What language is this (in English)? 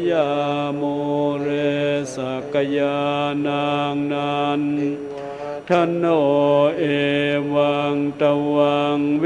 Pali